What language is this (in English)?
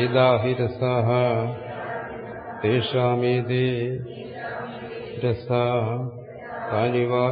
Malayalam